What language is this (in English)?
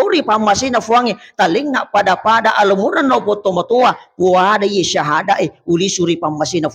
Buginese